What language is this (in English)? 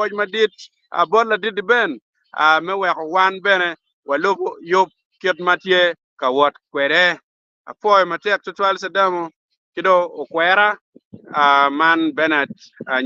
Acoli